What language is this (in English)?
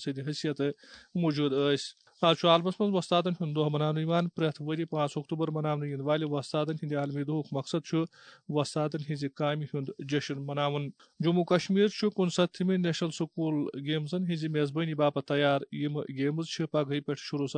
Kashmiri